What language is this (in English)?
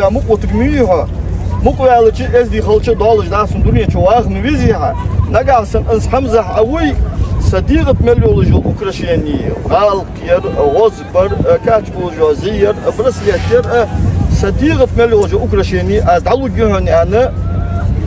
Ingush